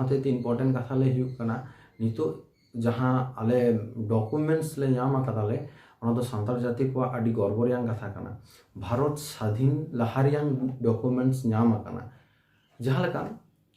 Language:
Santali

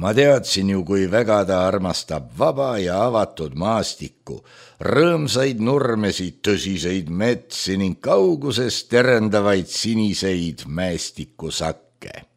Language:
Estonian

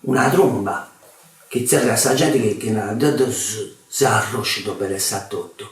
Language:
Sardinian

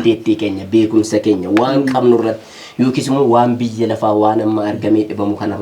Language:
Oromo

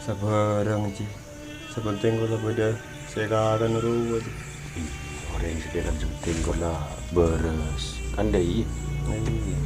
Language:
Madurese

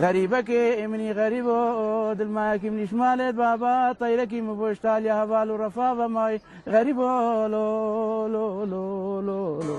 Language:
Kurdish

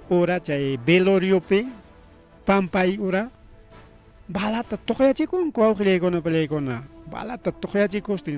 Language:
Ayacucho Quechua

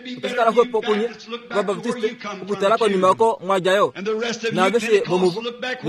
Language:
Kuanyama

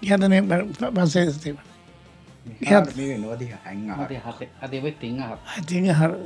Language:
Divehi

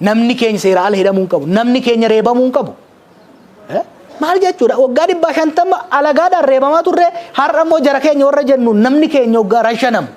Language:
Oromo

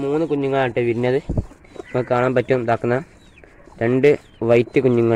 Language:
Malayalam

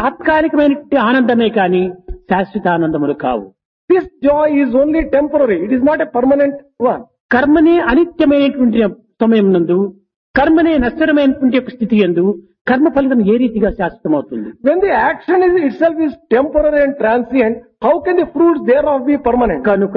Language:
Telugu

